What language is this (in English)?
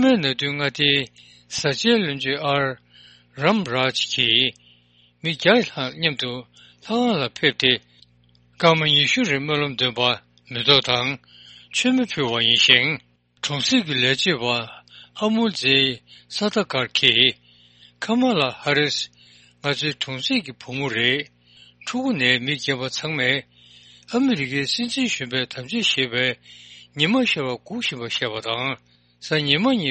Tibetan